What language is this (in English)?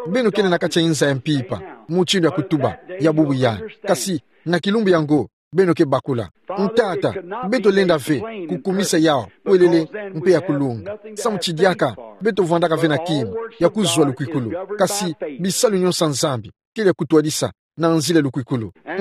Kituba (Democratic Republic of Congo)